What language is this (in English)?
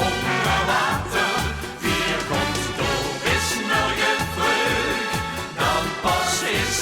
Limburgish